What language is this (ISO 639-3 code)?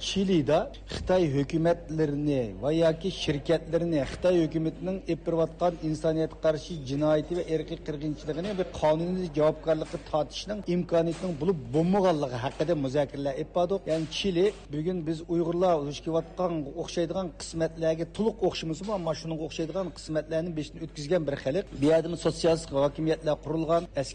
uig